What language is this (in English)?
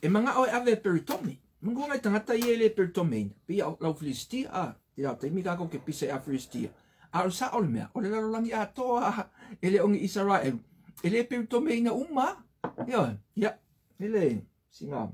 Samoan